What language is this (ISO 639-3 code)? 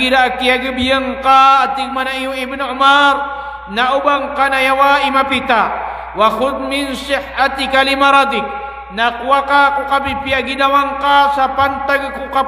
mrw